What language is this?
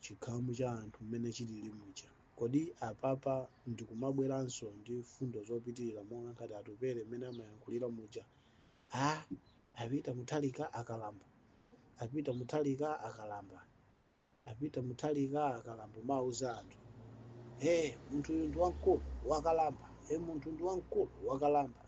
Nyanja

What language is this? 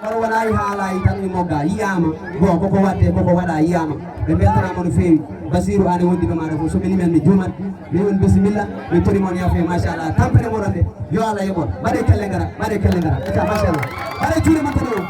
Fula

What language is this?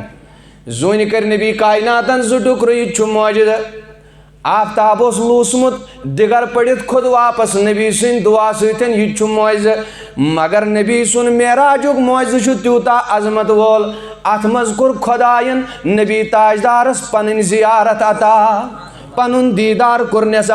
Kashmiri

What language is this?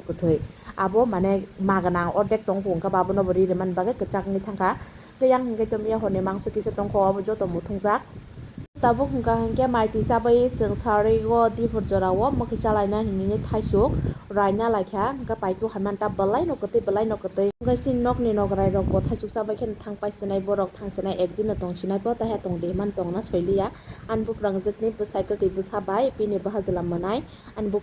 Kok Borok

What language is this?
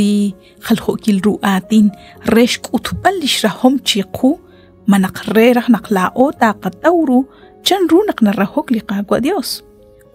Kekchí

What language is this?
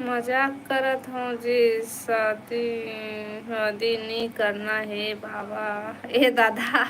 Chhattisgarhi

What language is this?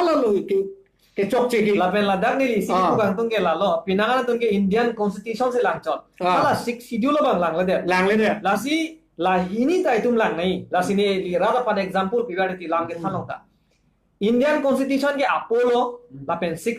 Karbi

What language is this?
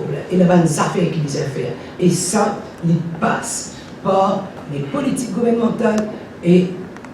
Morisyen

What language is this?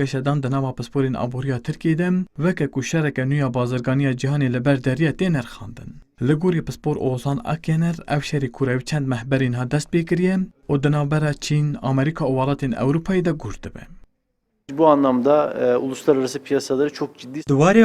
Kurdish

